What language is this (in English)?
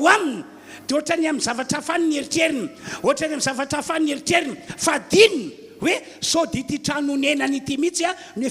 Malagasy